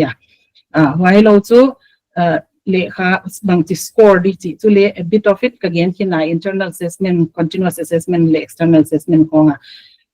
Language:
Paite Chin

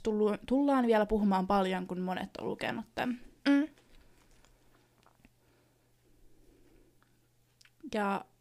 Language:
Finnish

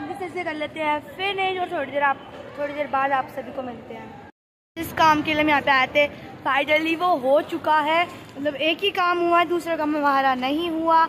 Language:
Hindi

